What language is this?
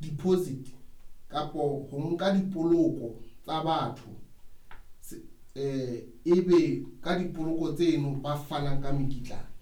Southern Sotho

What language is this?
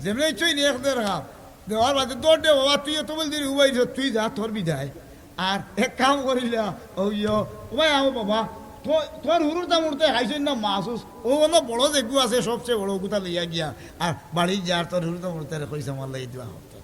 Sylheti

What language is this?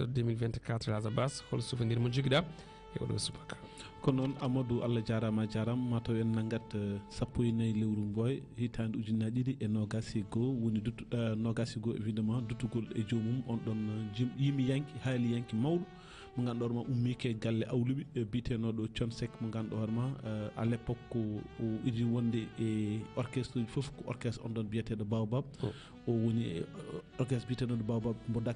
Fula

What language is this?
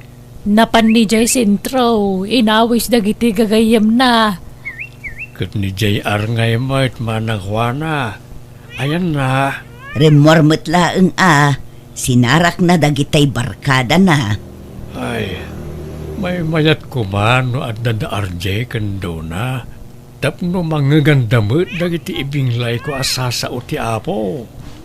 Iloko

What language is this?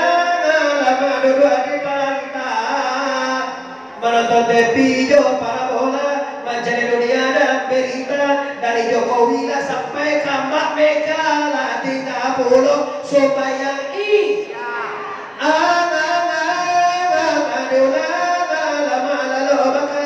Minangkabau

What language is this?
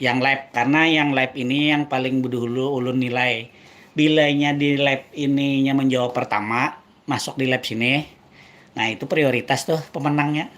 Banjar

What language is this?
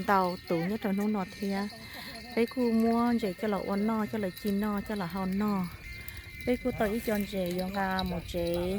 Hmong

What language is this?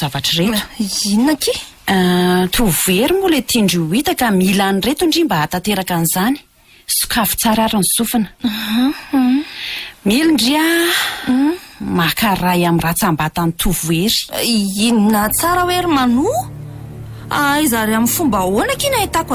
Malagasy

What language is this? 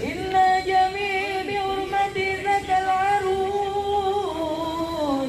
Betawi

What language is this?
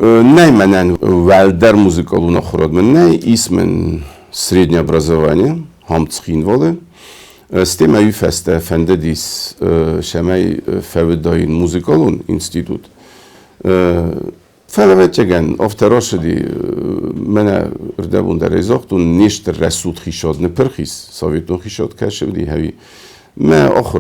Ossetic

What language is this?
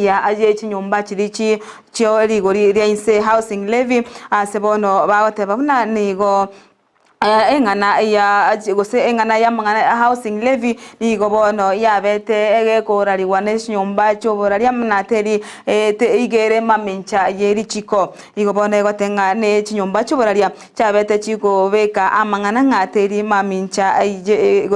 Gusii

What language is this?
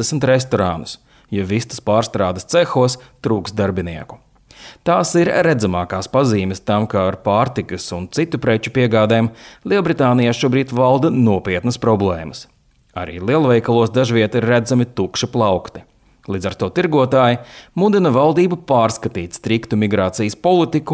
Latvian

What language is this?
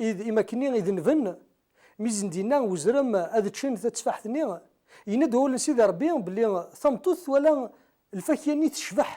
Kabyle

